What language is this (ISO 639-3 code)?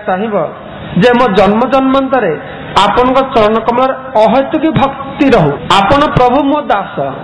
ori